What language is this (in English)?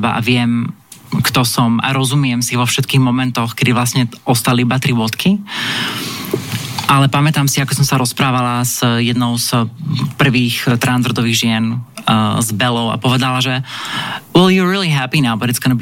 Slovak